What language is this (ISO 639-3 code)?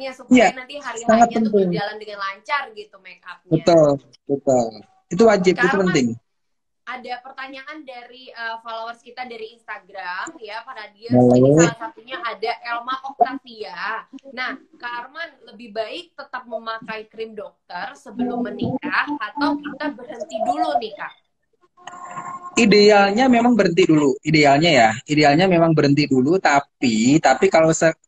ind